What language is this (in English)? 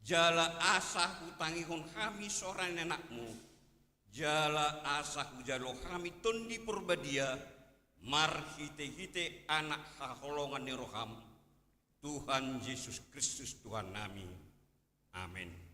Batak Toba